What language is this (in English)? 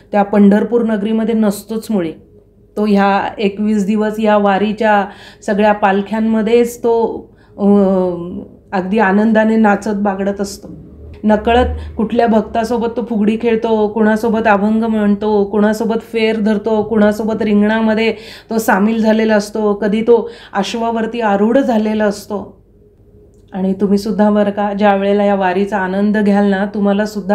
Marathi